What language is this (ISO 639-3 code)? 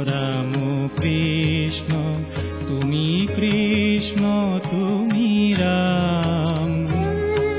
ben